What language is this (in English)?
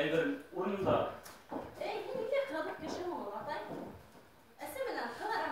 Bashkir